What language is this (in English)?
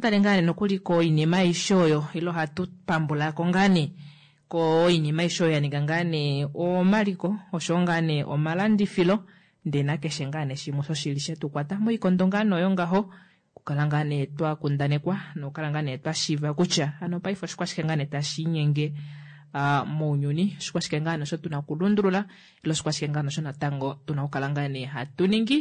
Kuanyama